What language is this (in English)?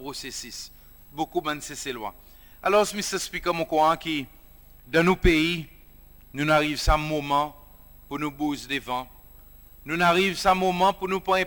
Seselwa Creole French